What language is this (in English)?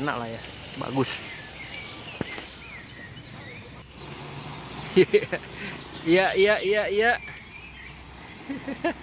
Indonesian